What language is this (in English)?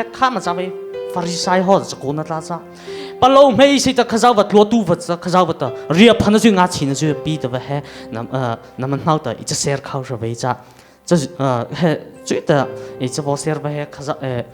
Mara Chin